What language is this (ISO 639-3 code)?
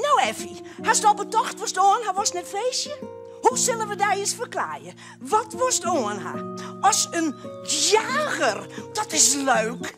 fry